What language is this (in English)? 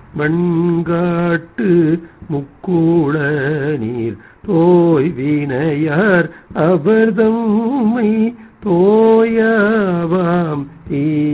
Tamil